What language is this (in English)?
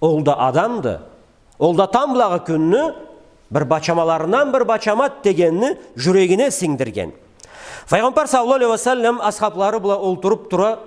Karachay-Balkar